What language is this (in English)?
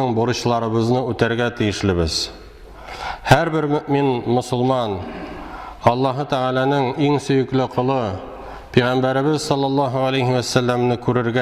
Tatar